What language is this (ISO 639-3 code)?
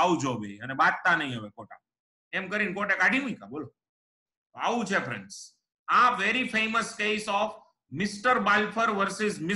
guj